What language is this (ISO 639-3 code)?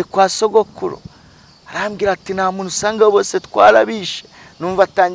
kin